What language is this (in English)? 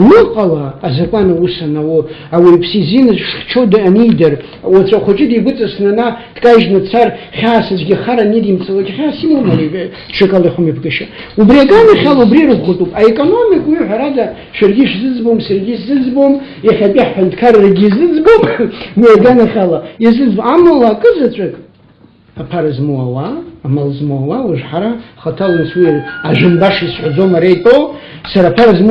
Abkhazian